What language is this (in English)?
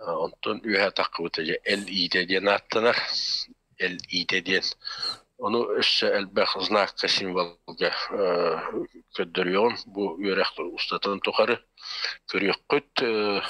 Yakut